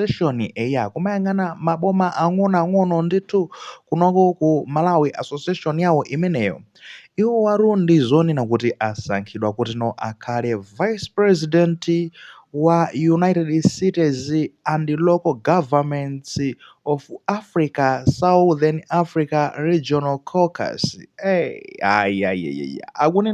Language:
Nyanja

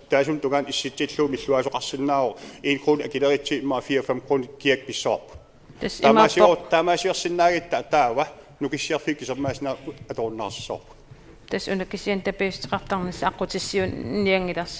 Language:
Kalaallisut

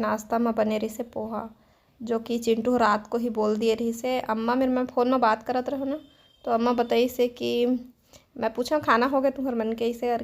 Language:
Chhattisgarhi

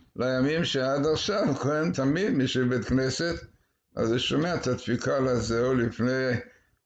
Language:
Hebrew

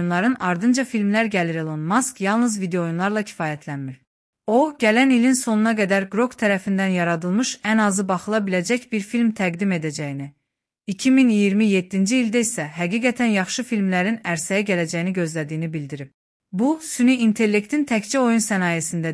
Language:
Azerbaijani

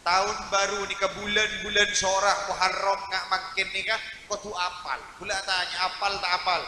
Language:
Madurese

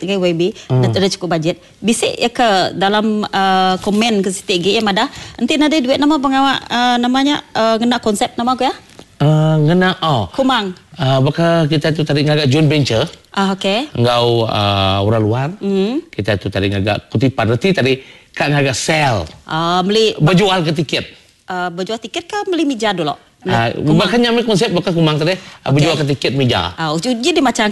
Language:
Iban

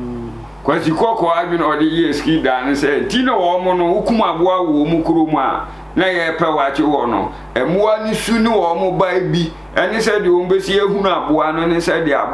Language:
Akan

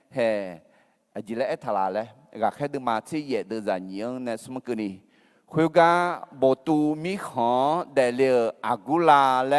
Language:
Akha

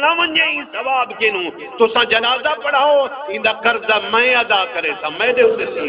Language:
Saraiki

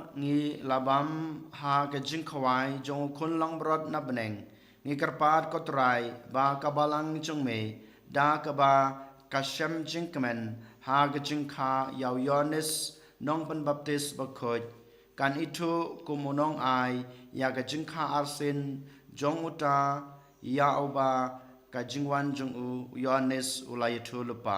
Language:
Khasi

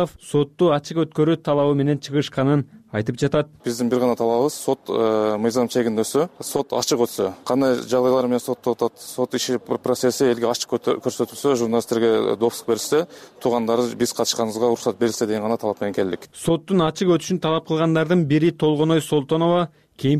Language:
Kyrgyz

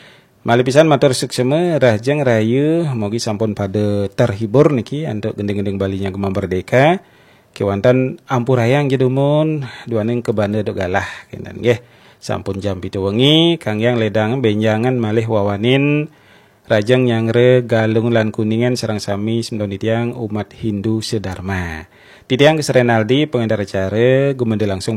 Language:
Balinese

